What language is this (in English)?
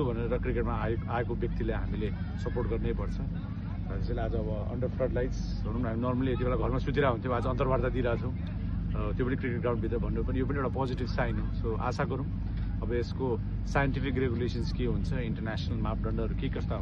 Nepali